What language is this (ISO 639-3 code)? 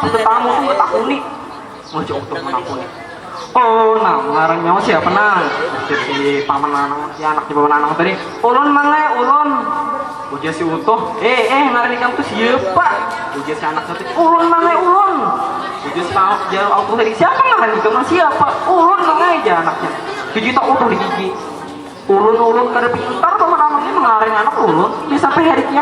bjn